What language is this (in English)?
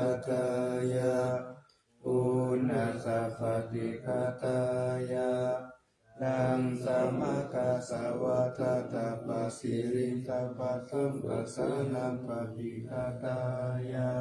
Pali